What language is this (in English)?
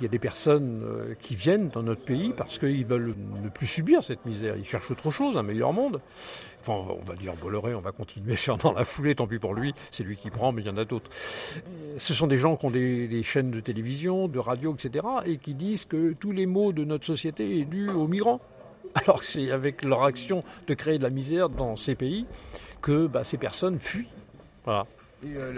French